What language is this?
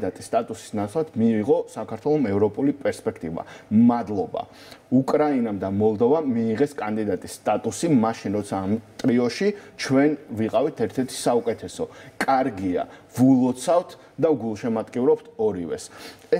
Georgian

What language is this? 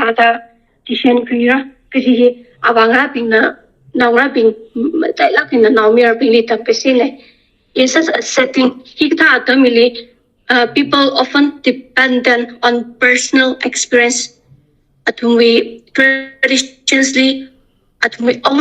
Tangkhul Naga (India)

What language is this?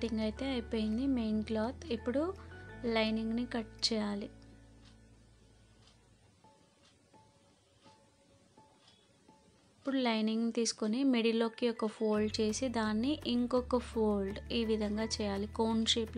Telugu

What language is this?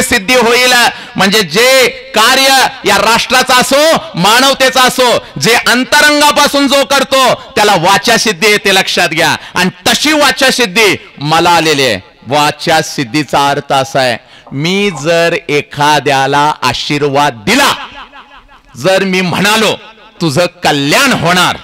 Marathi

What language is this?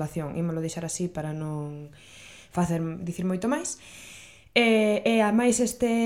Galician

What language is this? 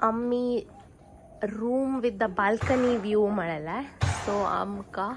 Konkani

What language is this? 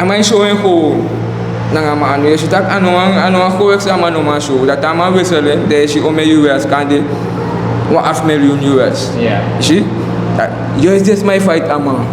Sranan Tongo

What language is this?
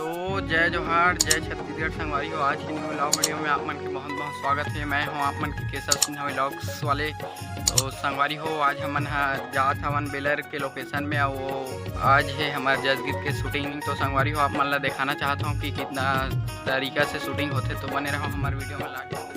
Chhattisgarhi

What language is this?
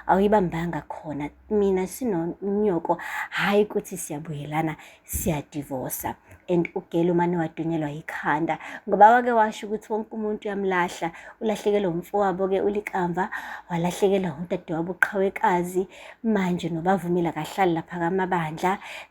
Zulu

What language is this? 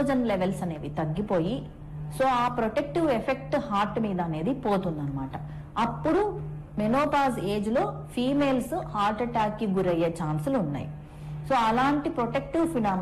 Telugu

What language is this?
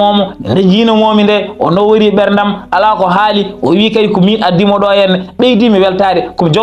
Fula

